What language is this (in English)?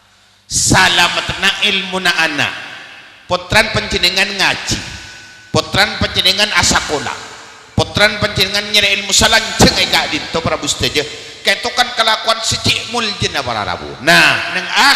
Madurese